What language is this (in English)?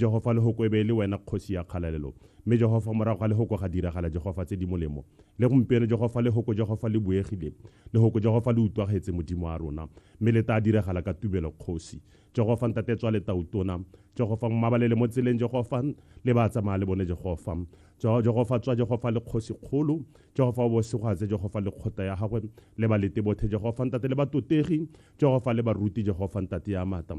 Tswana